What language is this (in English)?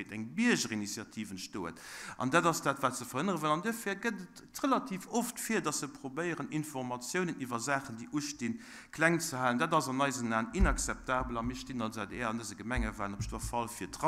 Luxembourgish